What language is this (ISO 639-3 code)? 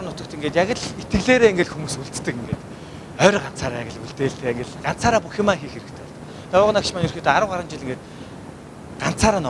mon